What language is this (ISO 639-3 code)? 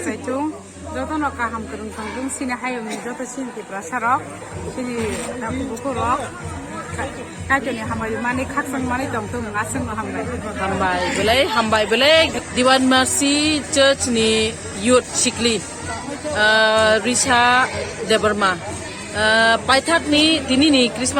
trp